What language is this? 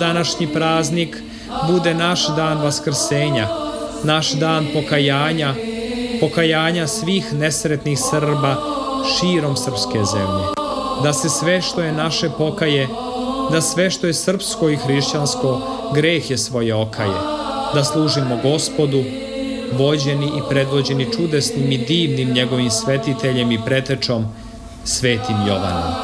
Serbian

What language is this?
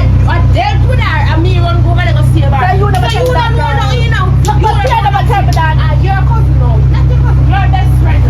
Jamaican Creole English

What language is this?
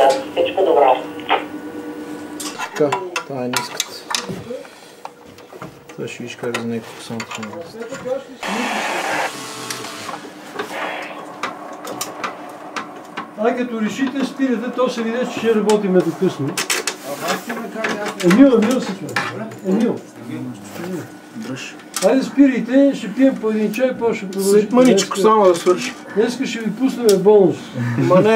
Bulgarian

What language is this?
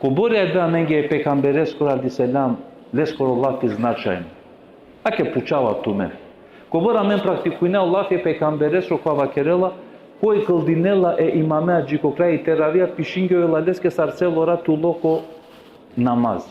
Balkan Romani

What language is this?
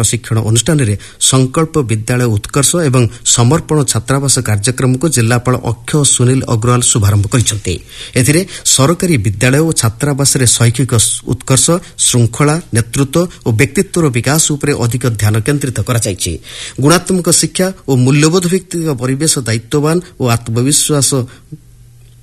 Odia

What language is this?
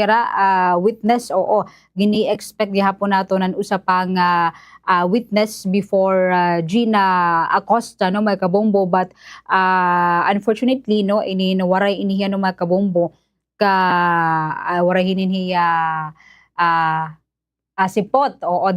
Waray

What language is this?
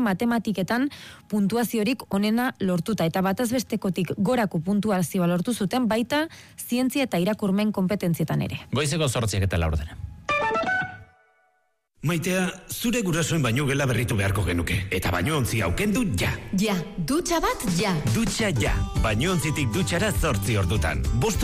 Basque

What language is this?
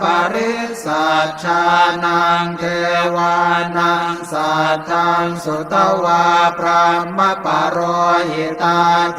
Pali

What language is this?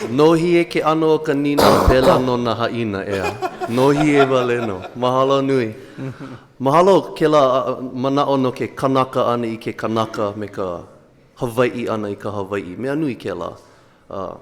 Hawaiian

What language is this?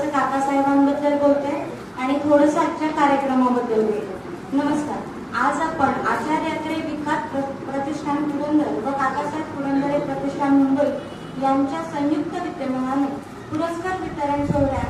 Marathi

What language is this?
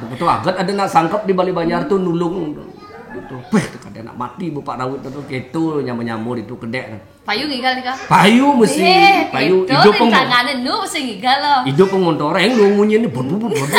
Balinese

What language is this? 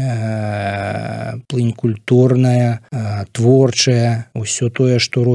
Belarusian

